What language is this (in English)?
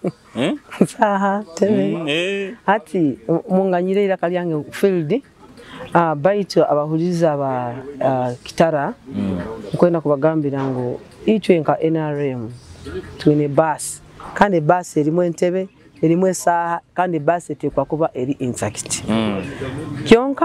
Nyoro